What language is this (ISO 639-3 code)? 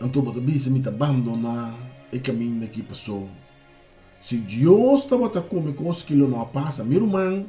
pap